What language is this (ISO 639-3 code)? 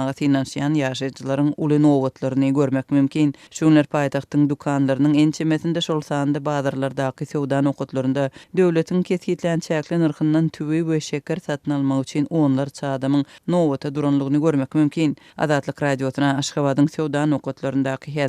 tuk